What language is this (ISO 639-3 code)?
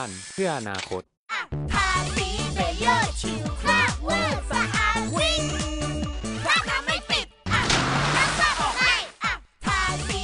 tha